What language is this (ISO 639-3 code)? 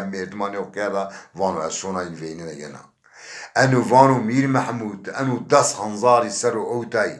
zza